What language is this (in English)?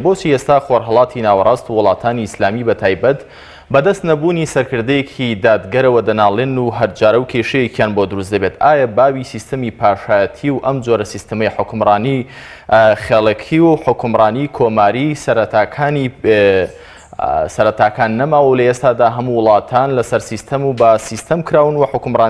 Central Kurdish